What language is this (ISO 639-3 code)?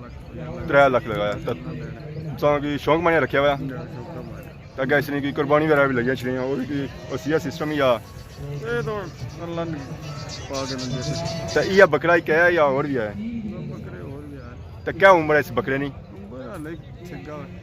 phr